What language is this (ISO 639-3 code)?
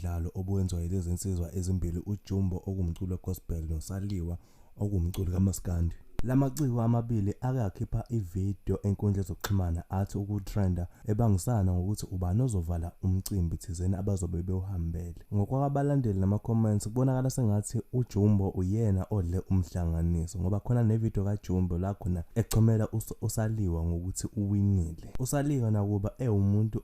zul